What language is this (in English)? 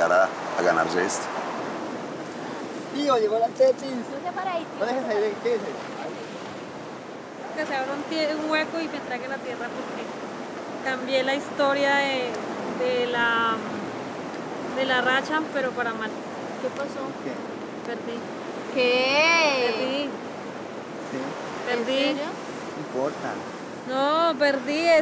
Spanish